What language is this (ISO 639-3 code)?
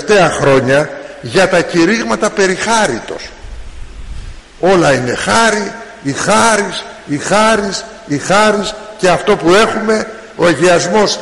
ell